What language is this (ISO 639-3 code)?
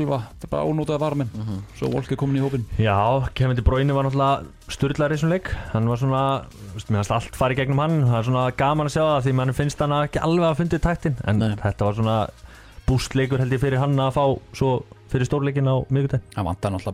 isl